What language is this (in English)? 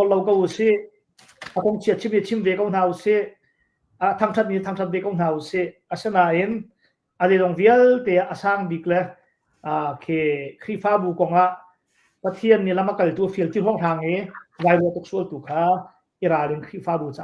Hakha Chin